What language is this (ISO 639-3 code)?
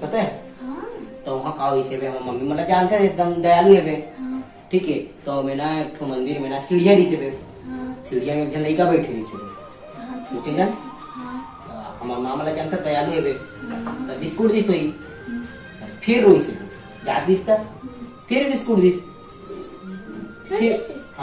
hne